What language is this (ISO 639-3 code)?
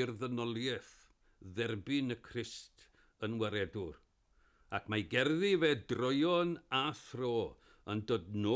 cym